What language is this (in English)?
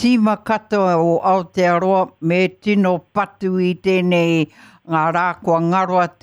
Māori